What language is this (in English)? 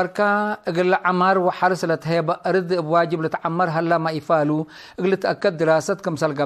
Tigre